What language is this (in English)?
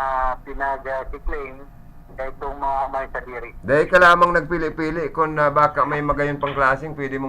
Bikol